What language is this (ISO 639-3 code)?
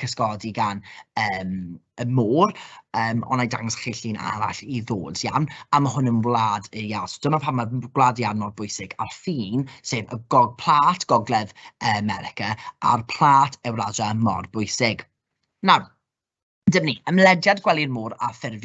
cym